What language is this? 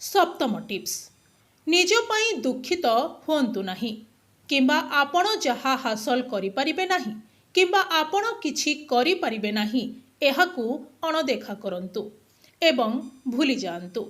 Odia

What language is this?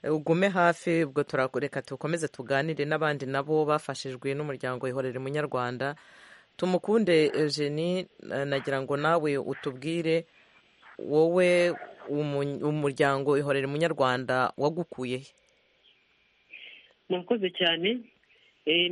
Kinyarwanda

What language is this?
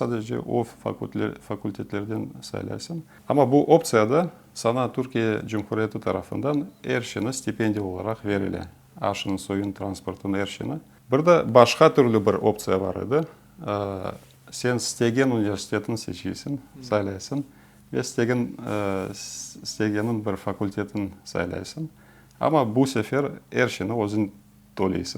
Crimean Tatar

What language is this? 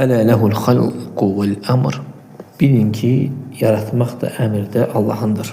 Azerbaijani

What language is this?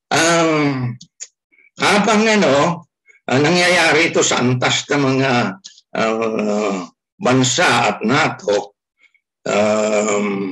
Filipino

